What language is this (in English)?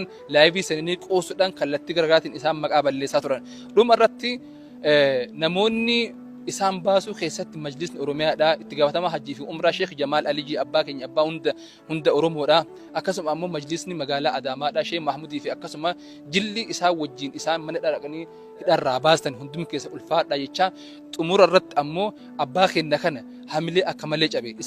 Oromo